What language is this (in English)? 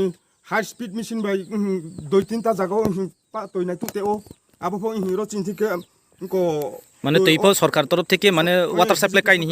Riang (India)